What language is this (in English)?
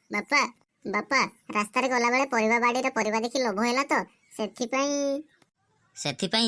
Odia